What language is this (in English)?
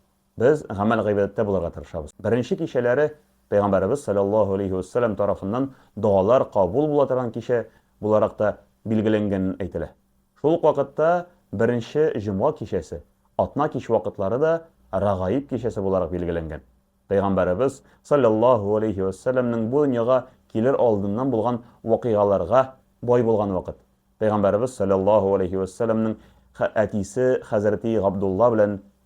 Tatar